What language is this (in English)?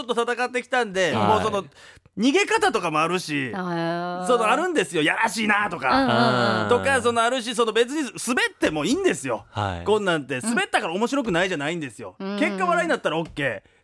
Japanese